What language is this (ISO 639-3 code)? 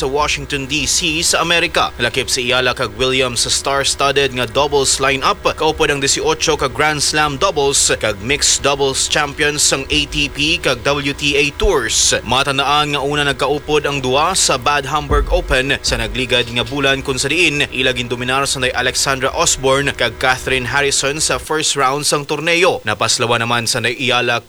hil